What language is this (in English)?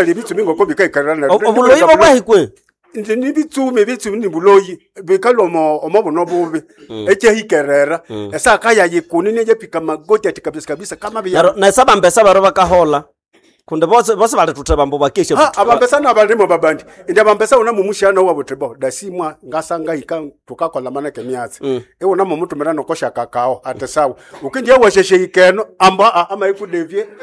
Nande